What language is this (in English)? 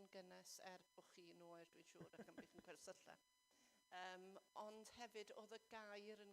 Welsh